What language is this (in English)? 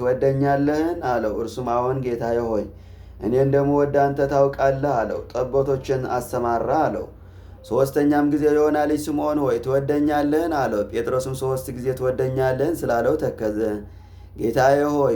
Amharic